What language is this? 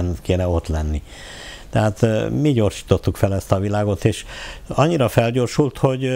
Hungarian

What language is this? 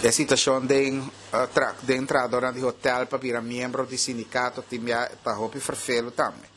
Papiamento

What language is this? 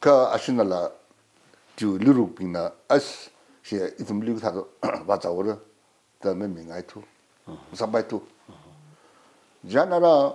Tangkhul Naga (India)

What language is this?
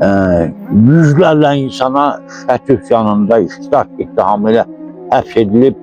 Azerbaijani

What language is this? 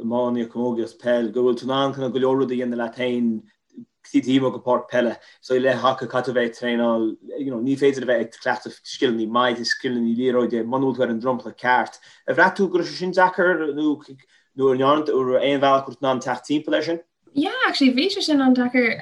Irish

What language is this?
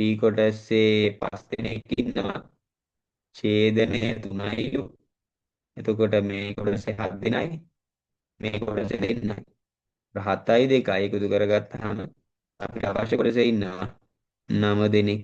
Sinhala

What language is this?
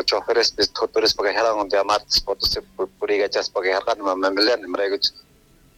South Bolivian Quechua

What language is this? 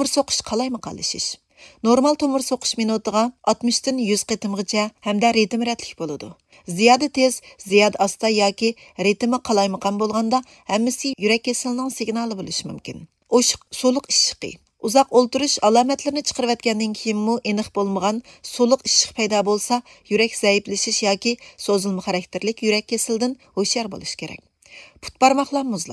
Uyghur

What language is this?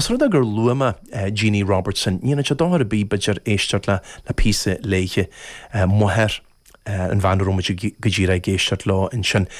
Irish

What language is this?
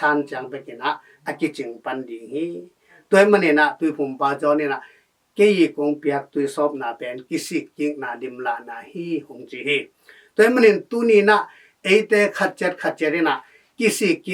Tedim Chin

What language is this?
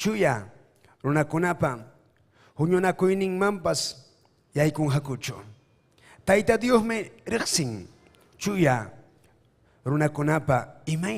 Ayacucho Quechua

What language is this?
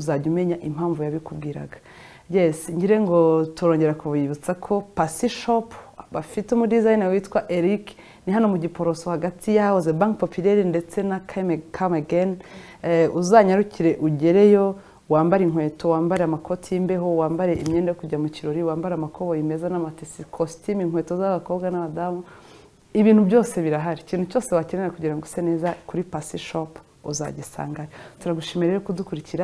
Kinyarwanda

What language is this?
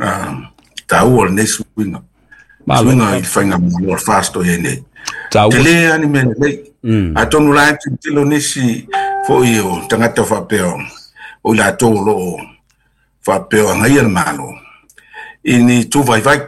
Samoan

